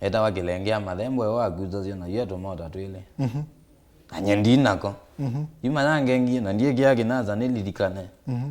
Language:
Kamba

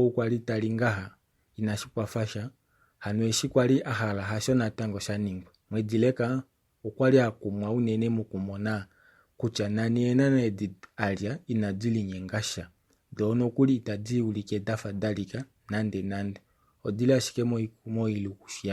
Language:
Kuanyama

